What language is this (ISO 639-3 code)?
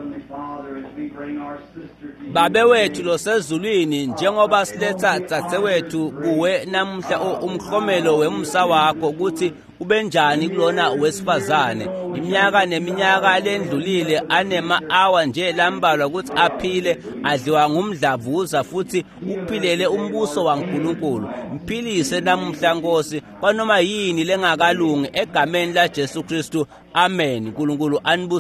ssw